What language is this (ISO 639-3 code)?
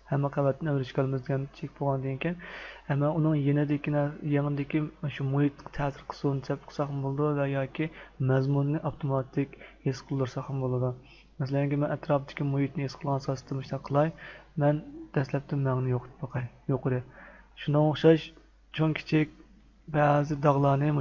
uig